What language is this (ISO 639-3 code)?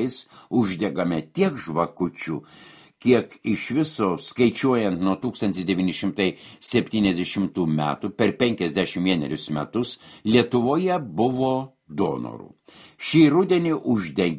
lit